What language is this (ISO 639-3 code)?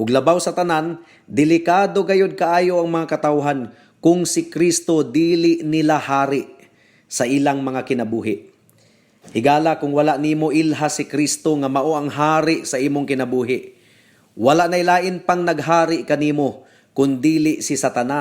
ceb